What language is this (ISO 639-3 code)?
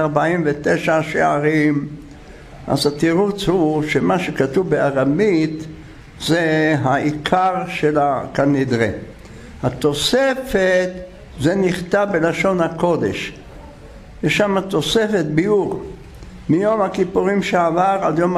heb